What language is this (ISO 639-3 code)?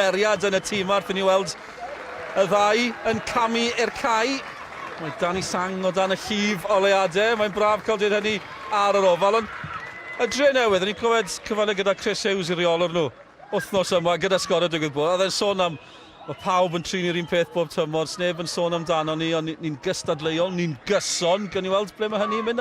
cym